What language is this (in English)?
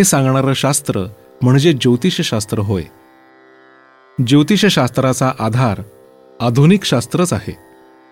Marathi